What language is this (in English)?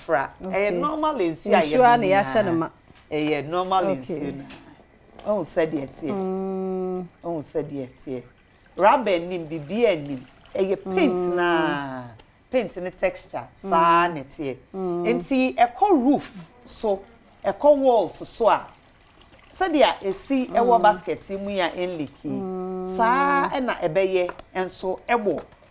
Akan